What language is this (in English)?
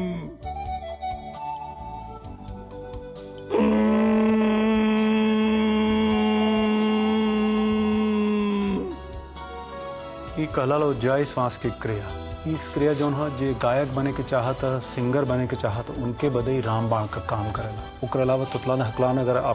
Bhojpuri